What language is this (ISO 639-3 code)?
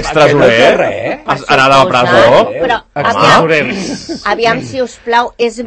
cat